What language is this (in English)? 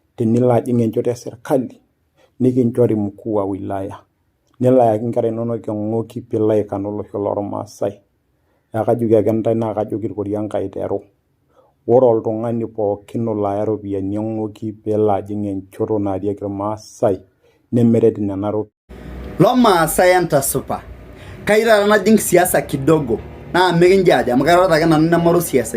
Masai